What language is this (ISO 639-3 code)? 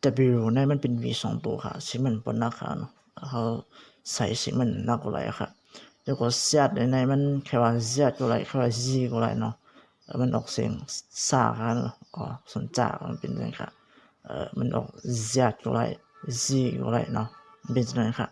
shn